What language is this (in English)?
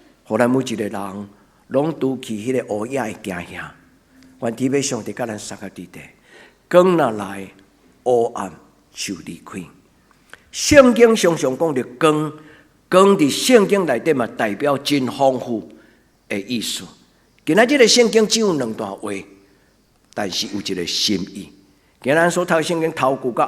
Min Nan Chinese